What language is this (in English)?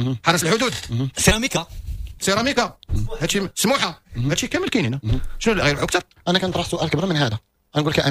Moroccan Arabic